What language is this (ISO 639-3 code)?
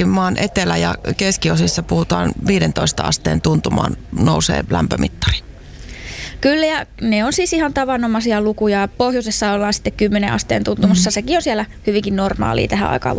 fin